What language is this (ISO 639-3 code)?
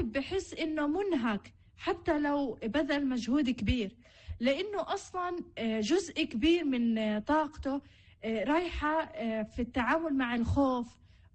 apc